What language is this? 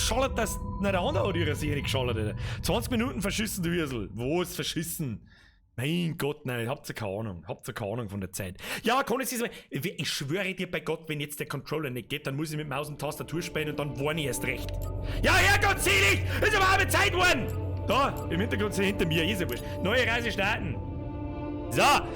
Bavarian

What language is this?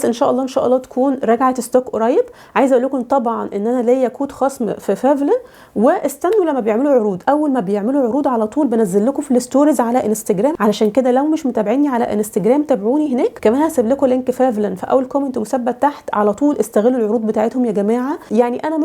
Egyptian Arabic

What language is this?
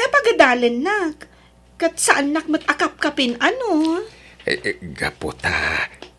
Iloko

